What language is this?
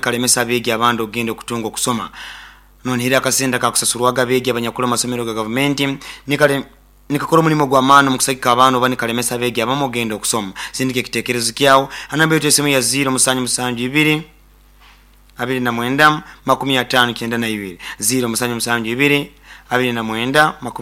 Nyoro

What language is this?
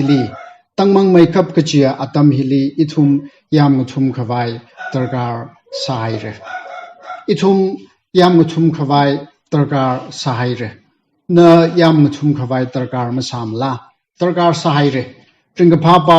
Tangkhul Naga (India)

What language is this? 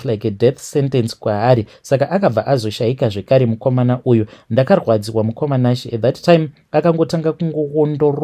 Shona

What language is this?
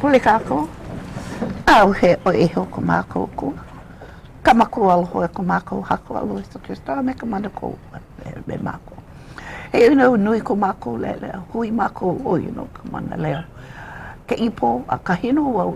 Hawaiian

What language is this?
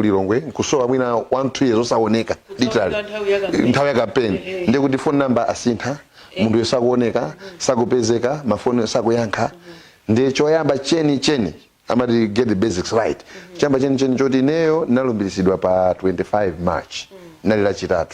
Nyanja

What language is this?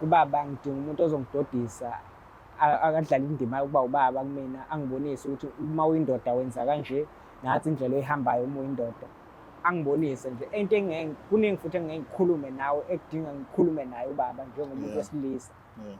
Zulu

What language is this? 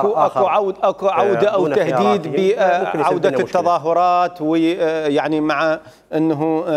Mesopotamian Arabic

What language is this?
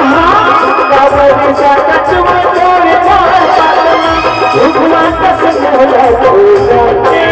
Chhattisgarhi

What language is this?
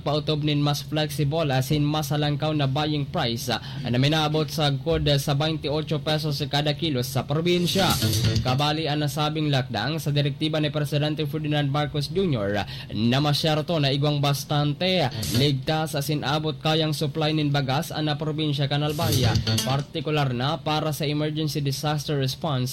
Bikol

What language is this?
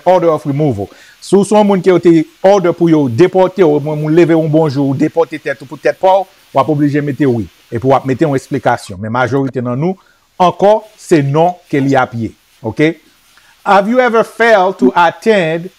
Haitian Creole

